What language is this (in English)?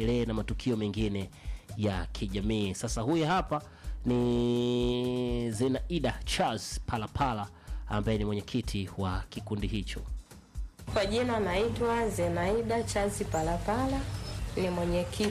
Swahili